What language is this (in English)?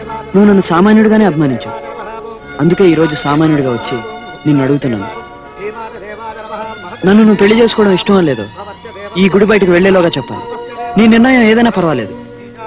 Telugu